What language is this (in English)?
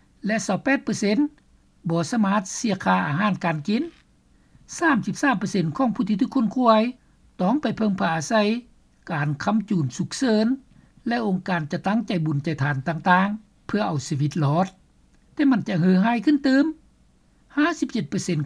Lao